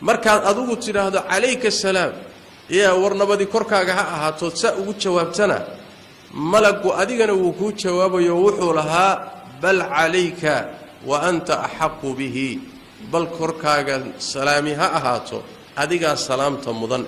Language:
Somali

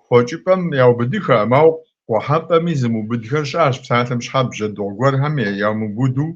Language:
Kabardian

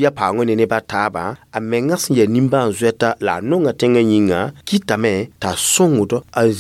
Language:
Mossi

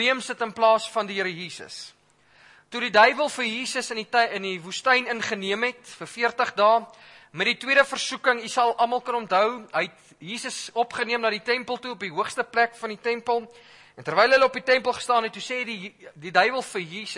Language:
Afrikaans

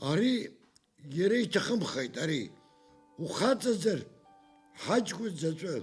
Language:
Abkhazian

